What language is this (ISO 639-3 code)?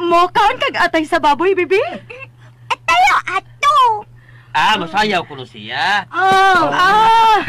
ceb